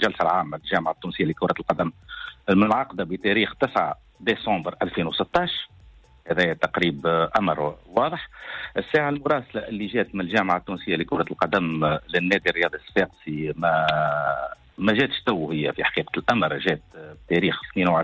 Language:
Tunisian Arabic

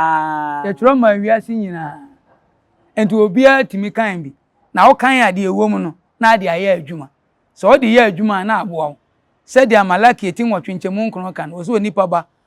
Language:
Akan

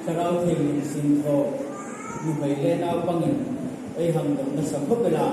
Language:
Hmar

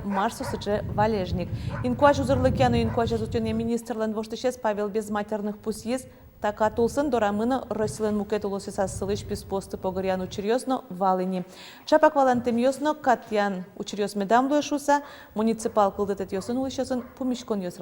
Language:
Udmurt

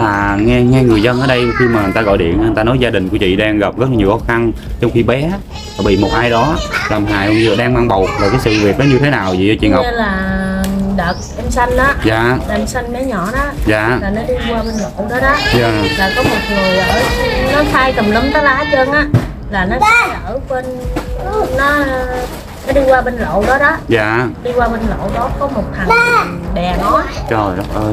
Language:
Vietnamese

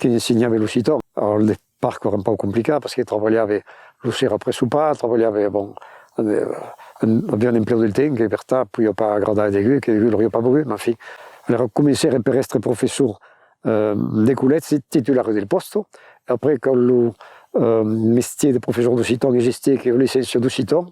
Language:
Occitan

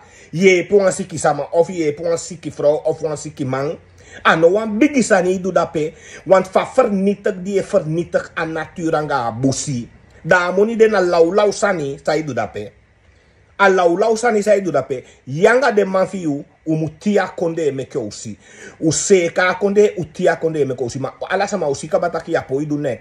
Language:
Sranan Tongo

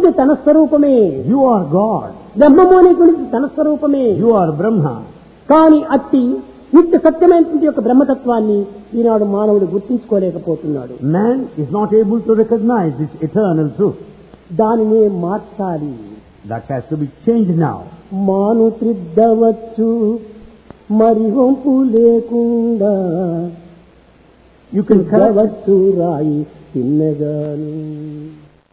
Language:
Telugu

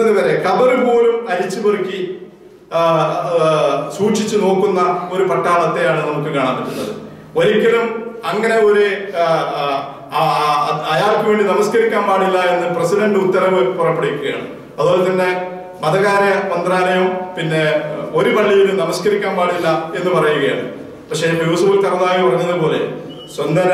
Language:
Malayalam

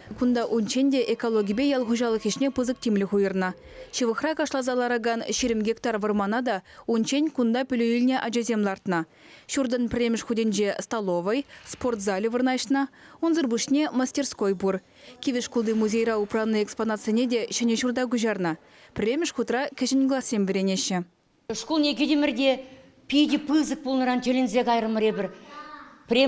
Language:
Chuvash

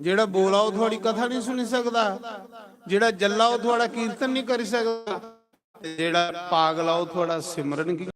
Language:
Dogri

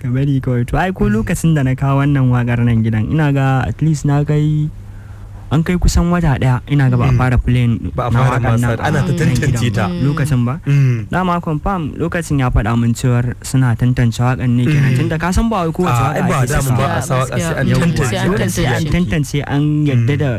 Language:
Hausa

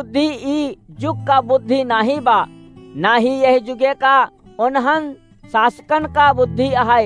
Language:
Awadhi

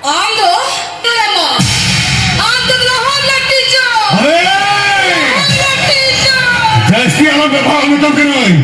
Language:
Santali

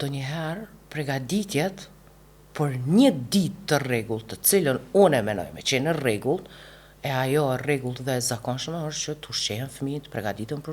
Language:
Albanian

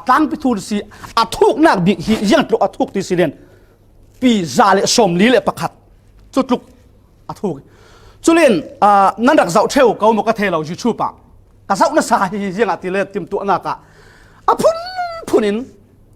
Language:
Falam Chin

